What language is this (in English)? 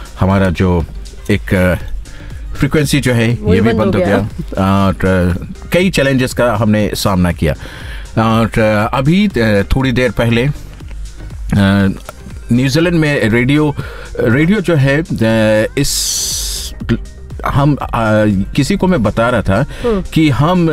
Hindi